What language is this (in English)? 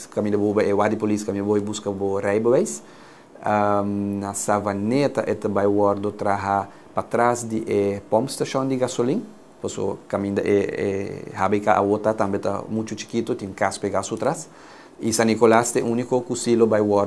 Papiamento